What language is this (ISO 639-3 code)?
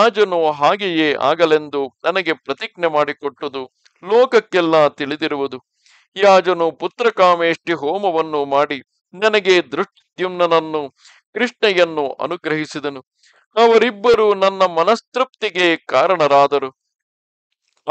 kan